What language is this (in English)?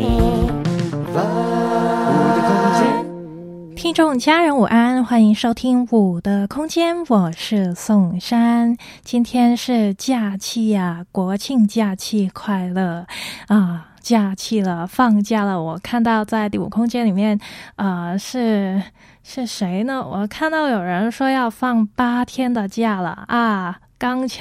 Chinese